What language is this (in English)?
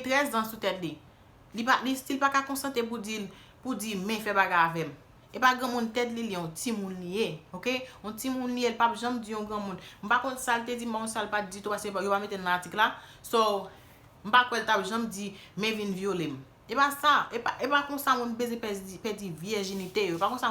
Haitian Creole